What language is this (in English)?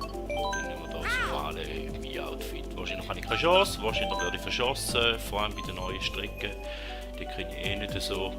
Swiss German